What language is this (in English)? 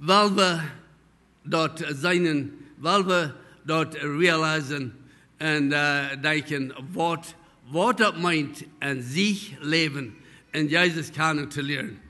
Plautdietsch